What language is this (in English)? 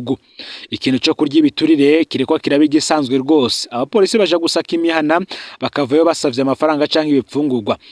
Rundi